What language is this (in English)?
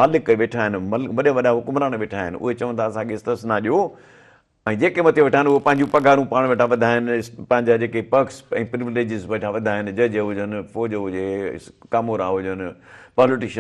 Sindhi